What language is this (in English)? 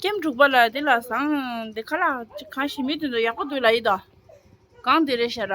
Tibetan